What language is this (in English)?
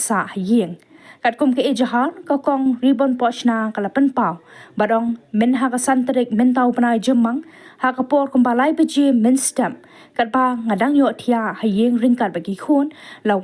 Khasi